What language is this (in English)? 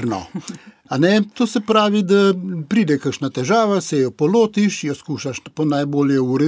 Slovenian